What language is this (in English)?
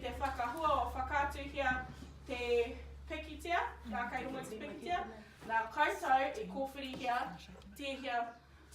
Māori